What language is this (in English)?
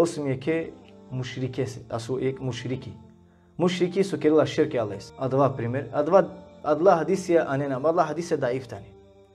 Balkan Romani